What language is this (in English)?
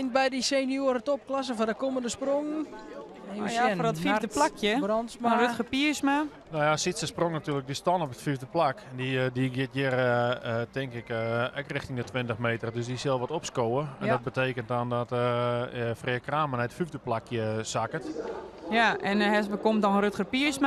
Western Frisian